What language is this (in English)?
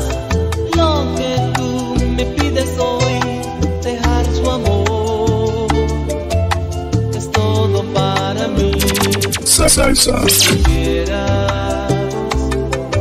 Spanish